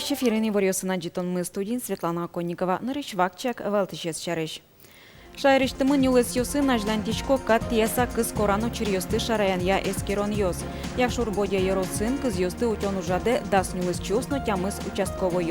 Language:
Udmurt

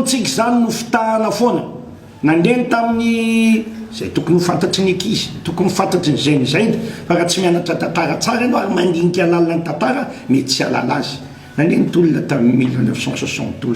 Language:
Malagasy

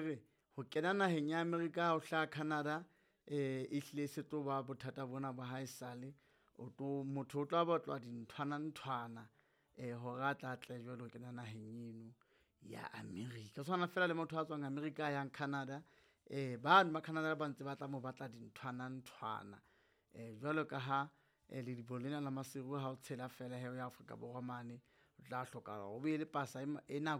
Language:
Southern Sotho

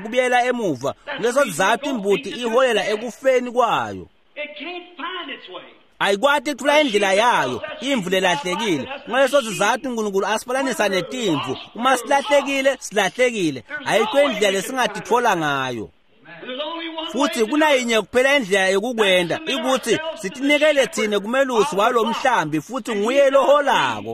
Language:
Swati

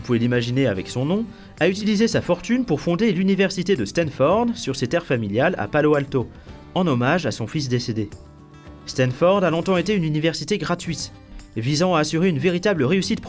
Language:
French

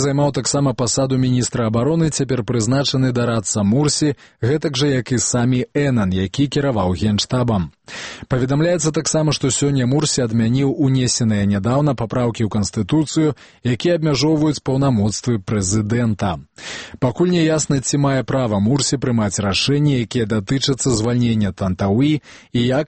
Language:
Belarusian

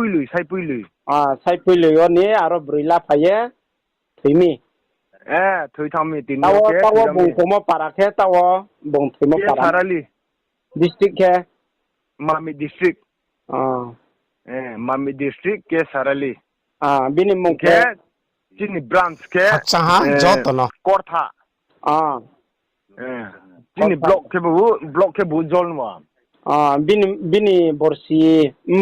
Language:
Riang (India)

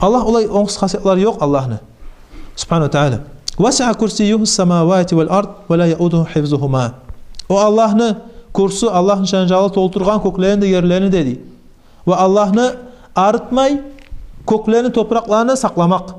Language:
Kumyk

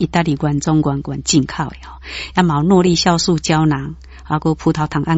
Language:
Min Nan Chinese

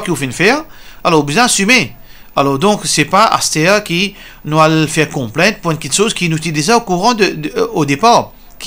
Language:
Morisyen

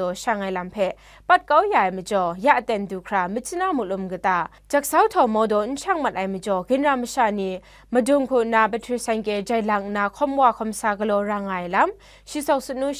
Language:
Kachin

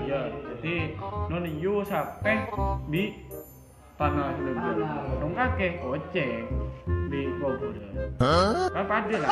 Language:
Madurese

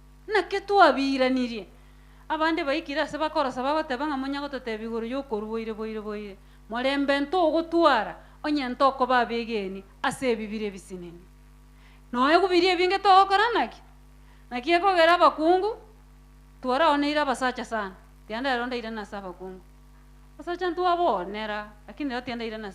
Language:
Gusii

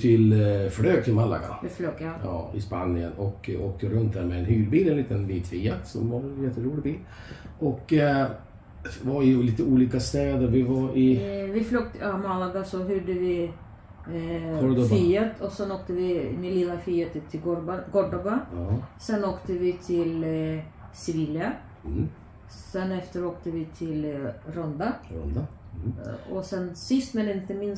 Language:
Swedish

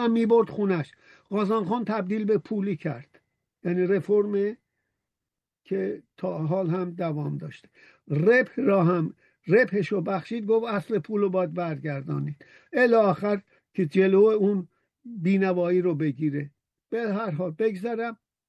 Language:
Persian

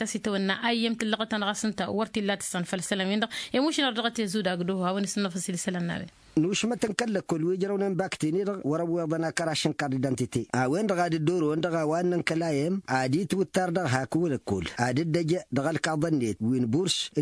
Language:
Tamasheq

